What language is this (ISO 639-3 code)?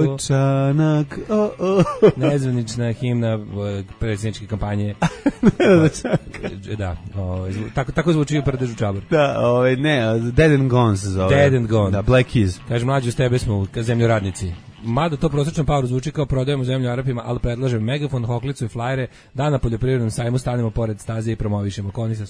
srp